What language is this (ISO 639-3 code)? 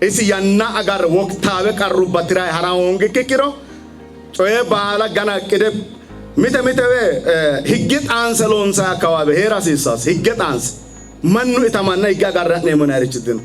sid